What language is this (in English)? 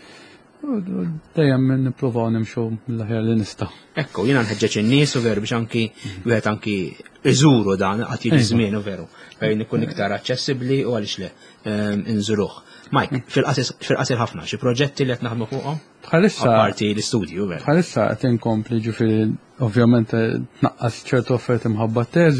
Maltese